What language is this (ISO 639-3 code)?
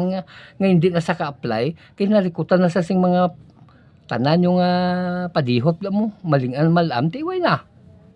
hil